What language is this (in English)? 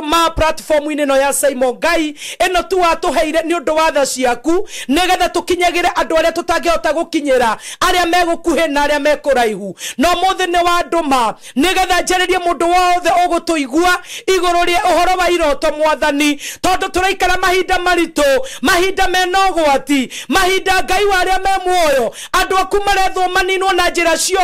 Kikuyu